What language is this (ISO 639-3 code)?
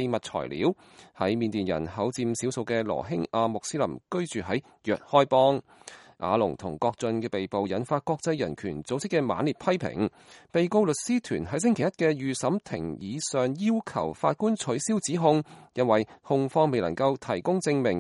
yue